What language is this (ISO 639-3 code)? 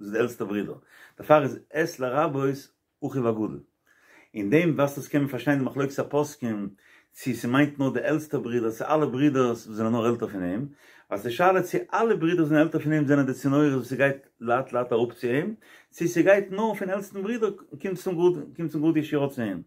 yid